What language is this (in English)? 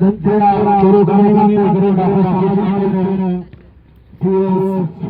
Brahui